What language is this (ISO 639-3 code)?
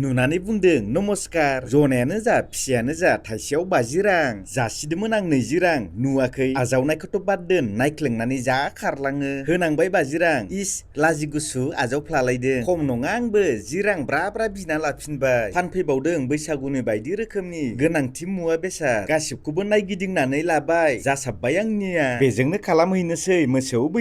brx